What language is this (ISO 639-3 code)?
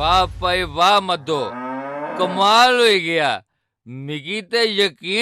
doi